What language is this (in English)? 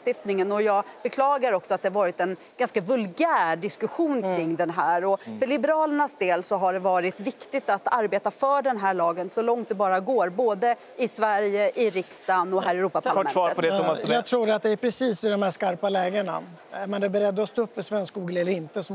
Swedish